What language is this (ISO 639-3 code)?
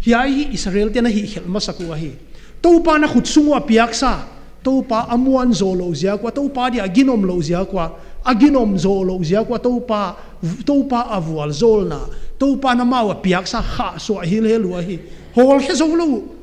pck